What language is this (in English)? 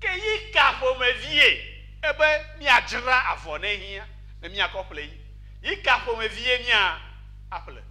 Ewe